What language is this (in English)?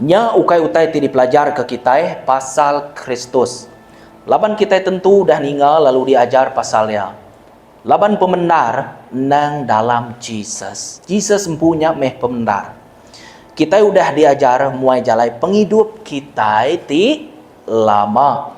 Iban